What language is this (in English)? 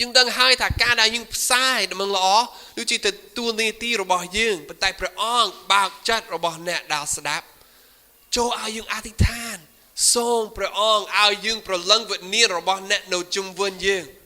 Khmer